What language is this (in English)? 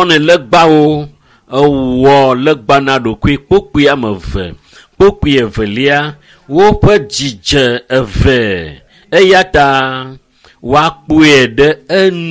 Ewe